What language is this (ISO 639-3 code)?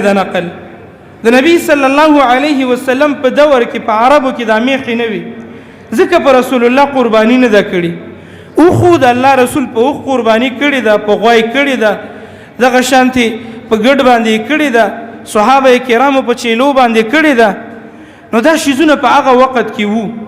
pus